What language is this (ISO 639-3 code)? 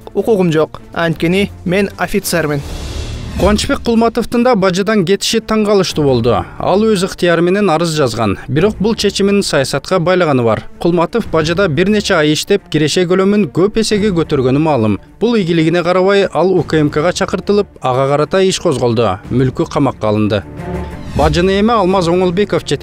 kir